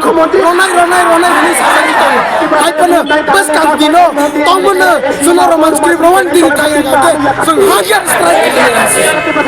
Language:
Riang (India)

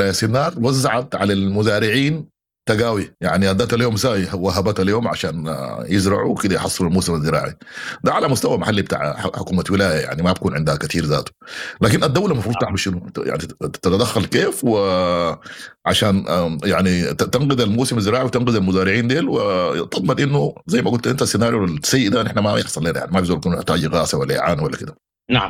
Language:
Sudanese Arabic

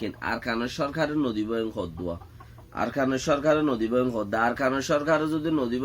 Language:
Rohingya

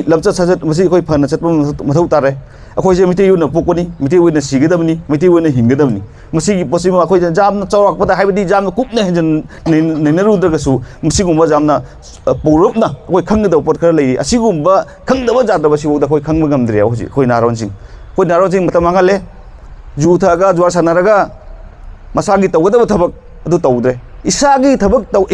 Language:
Manipuri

